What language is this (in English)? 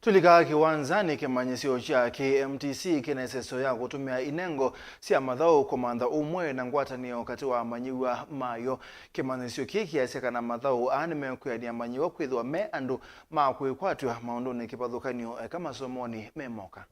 Kamba